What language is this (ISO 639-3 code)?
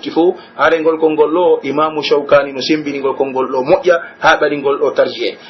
fuf